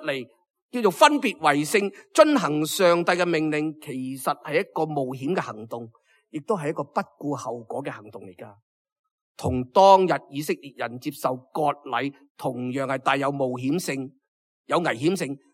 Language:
Cantonese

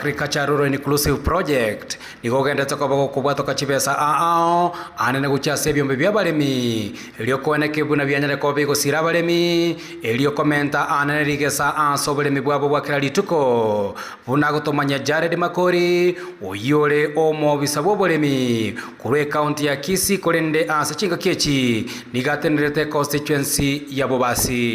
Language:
Gusii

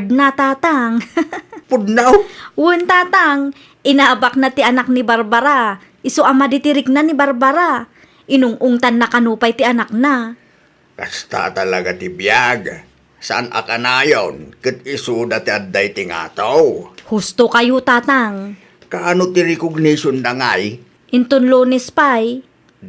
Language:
Iloko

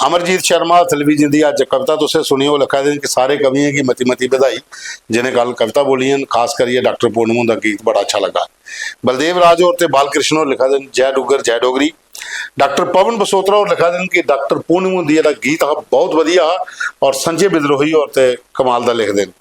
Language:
Dogri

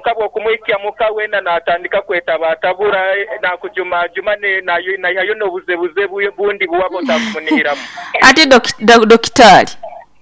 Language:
Nyankole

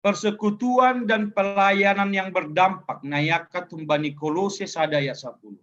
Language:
Batak Simalungun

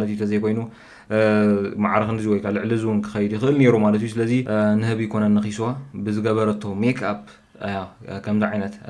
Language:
Tigrinya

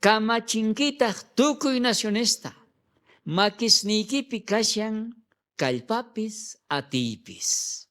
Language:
South Bolivian Quechua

